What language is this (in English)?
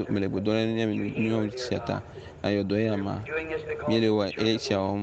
Ewe